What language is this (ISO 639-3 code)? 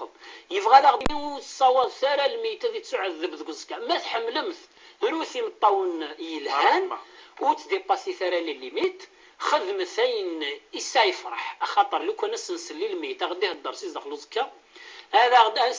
kab